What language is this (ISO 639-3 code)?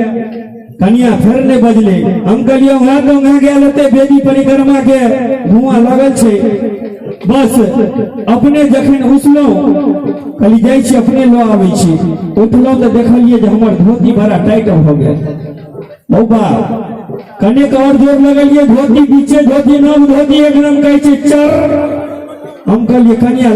mai